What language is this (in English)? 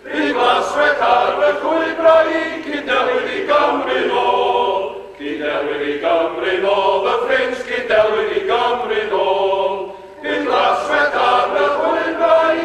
Welsh